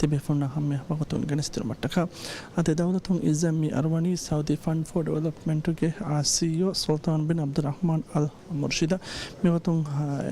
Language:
Divehi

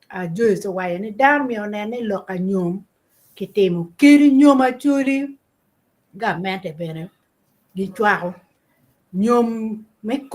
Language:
Acoli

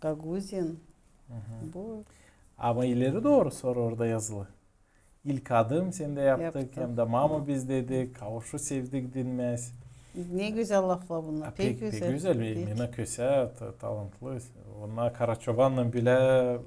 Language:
Gagauz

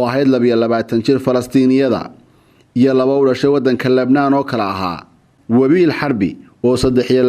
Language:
Somali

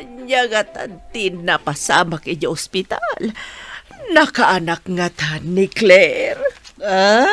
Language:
Iloko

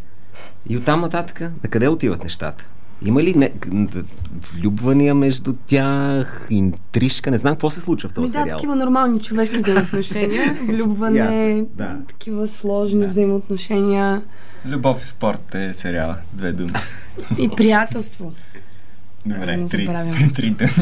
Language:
Bulgarian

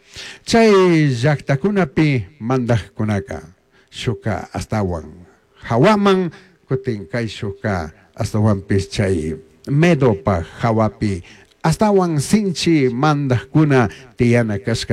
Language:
Chimborazo Highland Quichua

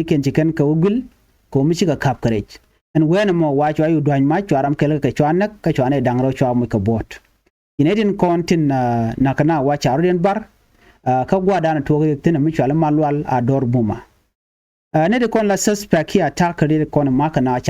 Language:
Nuer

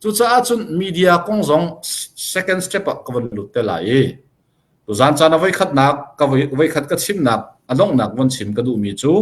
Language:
Hakha Chin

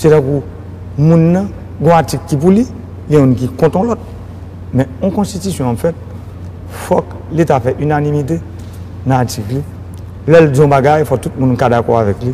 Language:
Haitian Creole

